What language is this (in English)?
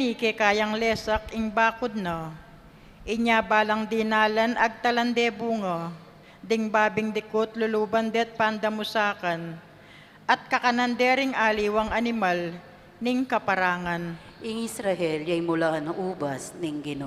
Pampanga